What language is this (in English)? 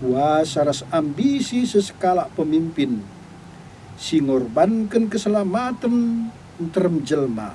Batak Karo